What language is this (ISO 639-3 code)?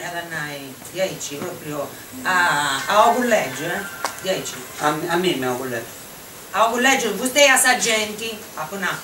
srd